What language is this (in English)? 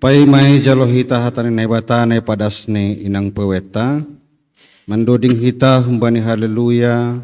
Batak Simalungun